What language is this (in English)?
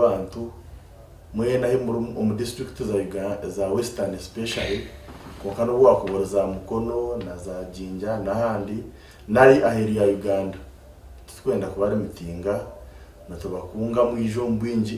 Nyankole